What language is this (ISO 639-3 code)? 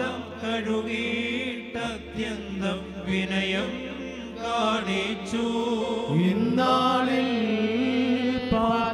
mal